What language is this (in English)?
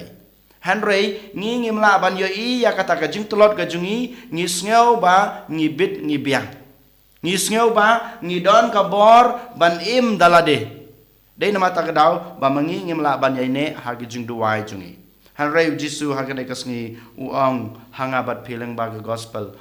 Khasi